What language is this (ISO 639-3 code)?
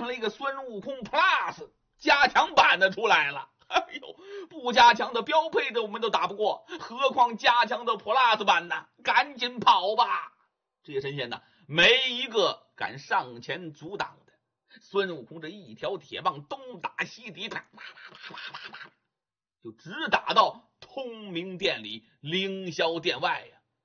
zho